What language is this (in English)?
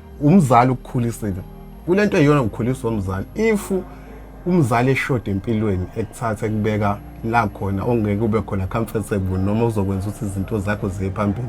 Zulu